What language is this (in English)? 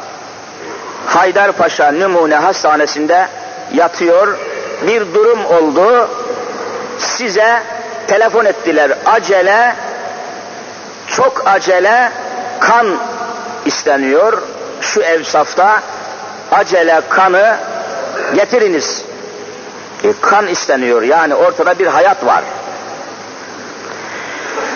Turkish